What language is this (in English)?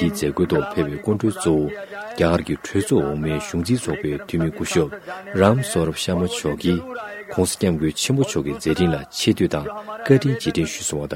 Tibetan